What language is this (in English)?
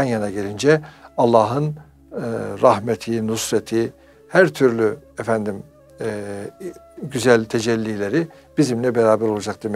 Turkish